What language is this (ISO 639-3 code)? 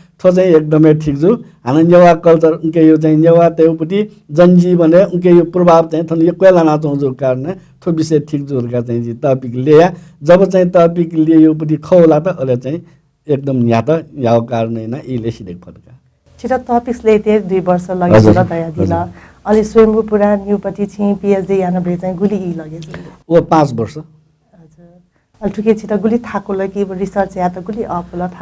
new